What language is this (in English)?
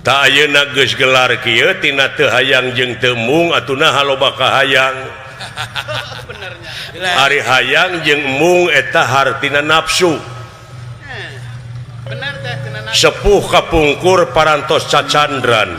Sundanese